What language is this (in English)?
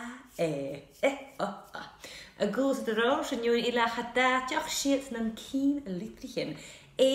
Scottish Gaelic